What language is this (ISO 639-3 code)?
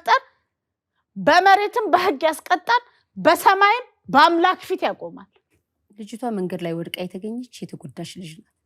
amh